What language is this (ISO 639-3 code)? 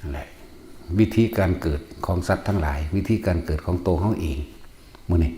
tts